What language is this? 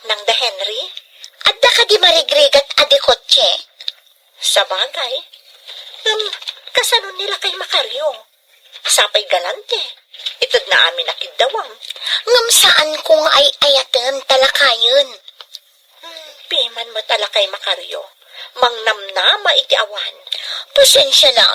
Iloko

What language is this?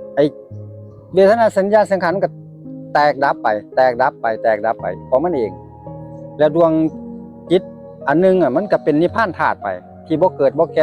Northeastern Thai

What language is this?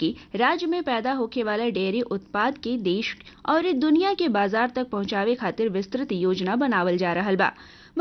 Bhojpuri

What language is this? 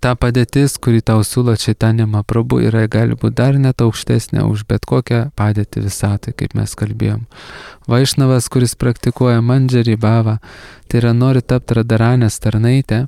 Lithuanian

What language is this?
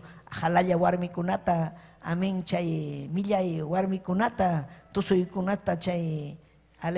Ayacucho Quechua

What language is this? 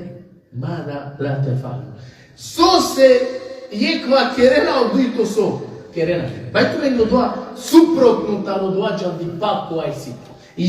Balkan Romani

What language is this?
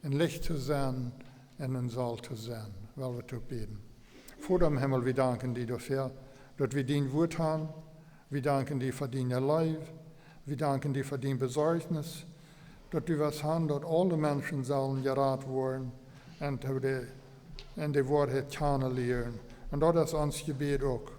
Plautdietsch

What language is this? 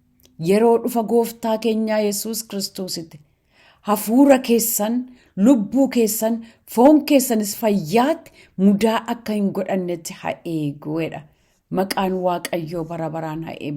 Oromo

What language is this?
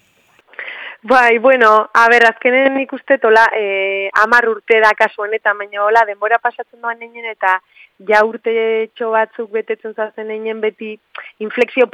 Basque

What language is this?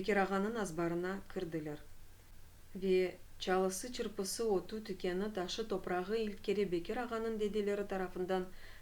Crimean Tatar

